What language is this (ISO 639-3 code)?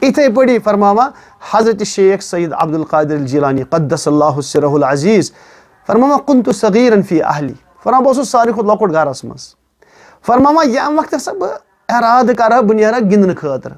kas